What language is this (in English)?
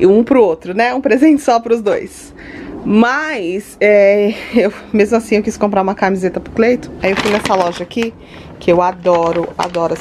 Portuguese